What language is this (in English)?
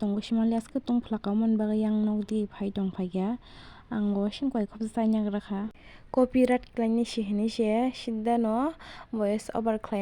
Kok Borok